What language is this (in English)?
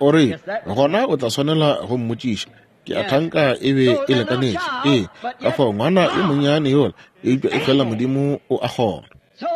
Northern Sotho